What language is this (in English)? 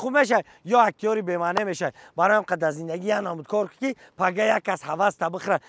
Tajik